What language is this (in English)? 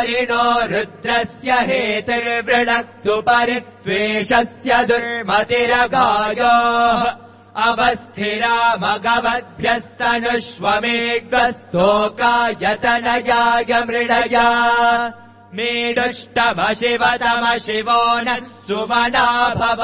Sanskrit